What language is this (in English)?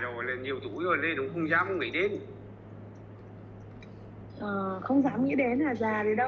Vietnamese